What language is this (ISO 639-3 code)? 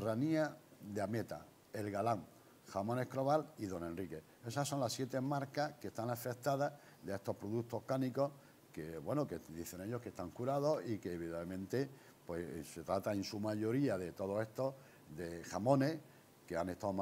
spa